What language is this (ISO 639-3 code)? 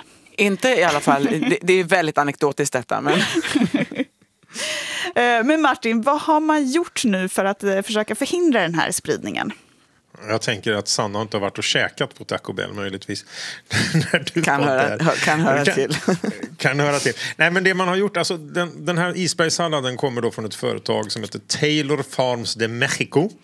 swe